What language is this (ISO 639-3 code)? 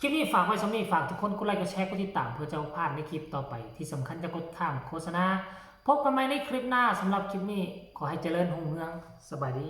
tts